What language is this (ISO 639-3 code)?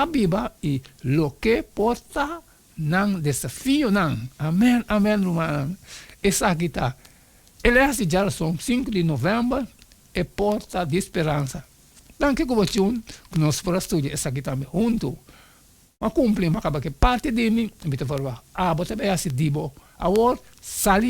pap